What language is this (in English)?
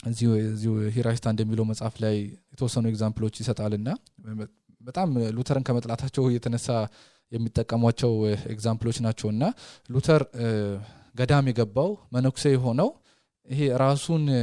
Amharic